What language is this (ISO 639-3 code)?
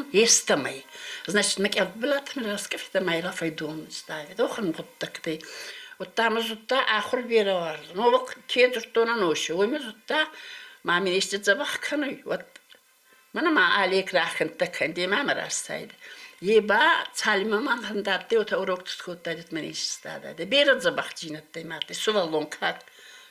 oss